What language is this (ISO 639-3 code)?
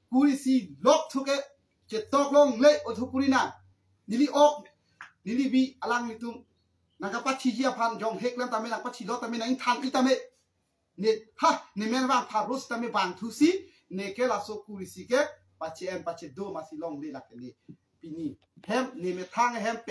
mjw